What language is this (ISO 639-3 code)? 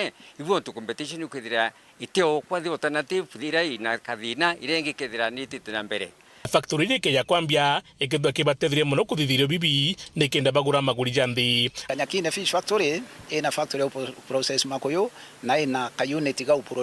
mer